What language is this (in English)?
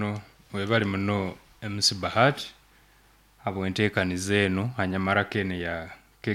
Nyoro